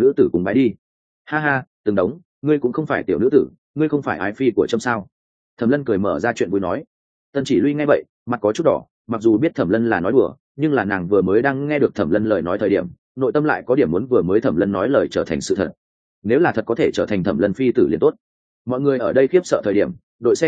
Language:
Vietnamese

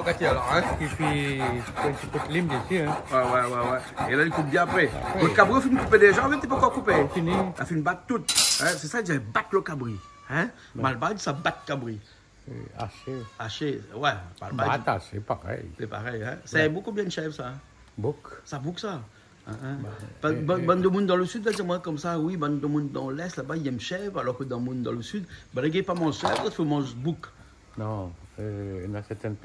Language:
Réunion Creole French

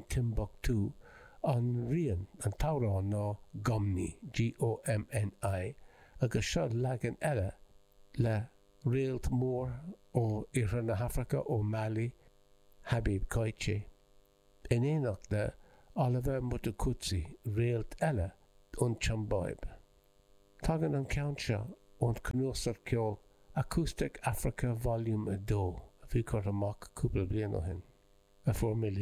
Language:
Irish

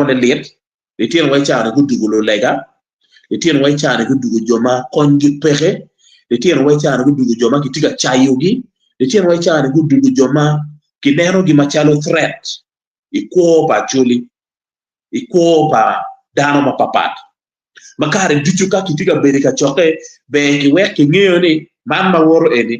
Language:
Acoli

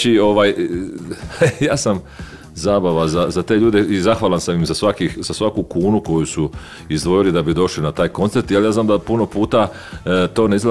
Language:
Croatian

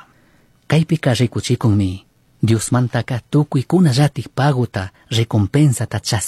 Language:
Chimborazo Highland Quichua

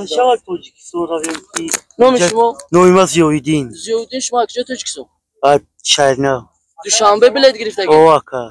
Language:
Tajik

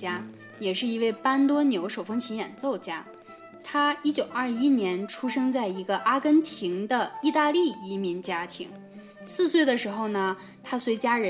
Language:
Chinese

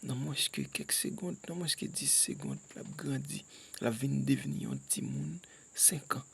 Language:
Haitian Creole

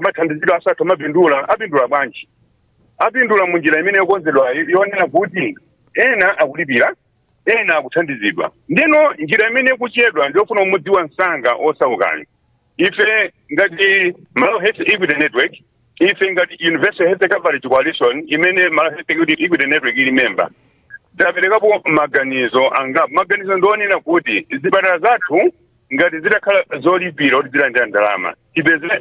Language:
Nyanja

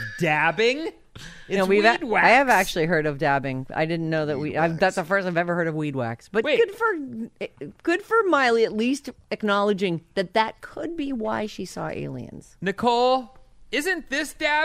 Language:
English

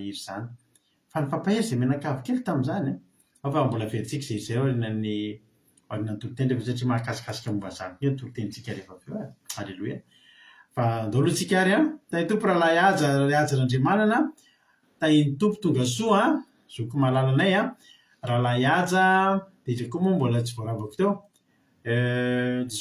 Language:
Malagasy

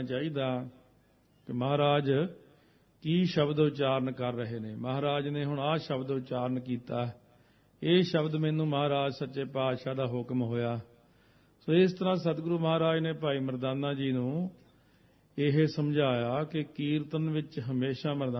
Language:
Punjabi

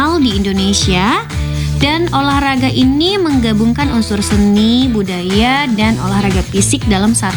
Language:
Indonesian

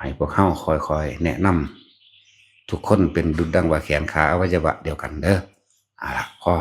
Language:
Northeastern Thai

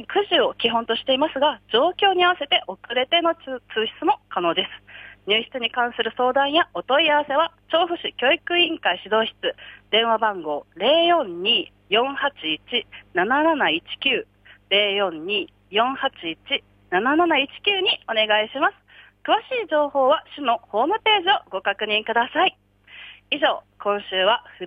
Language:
Japanese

